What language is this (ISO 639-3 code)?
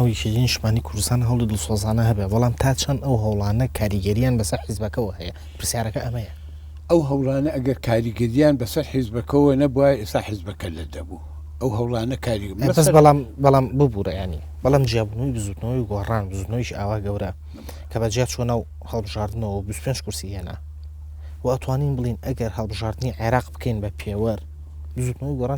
ckb